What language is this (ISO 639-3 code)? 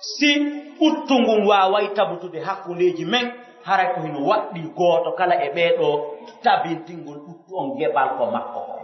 fuf